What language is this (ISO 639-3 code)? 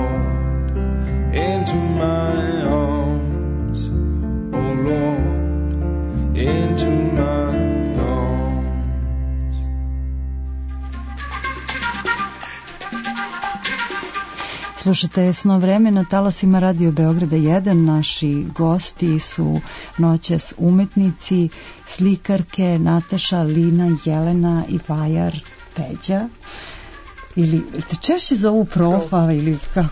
srp